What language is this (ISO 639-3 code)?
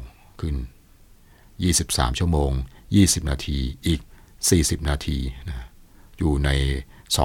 tha